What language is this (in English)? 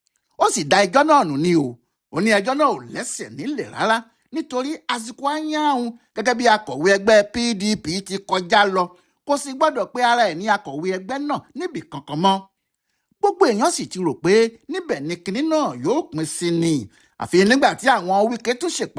Yoruba